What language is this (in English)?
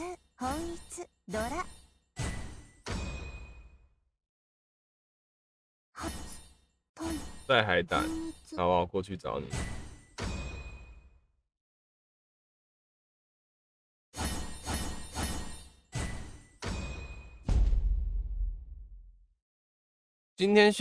Chinese